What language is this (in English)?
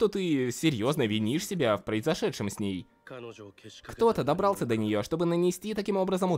Russian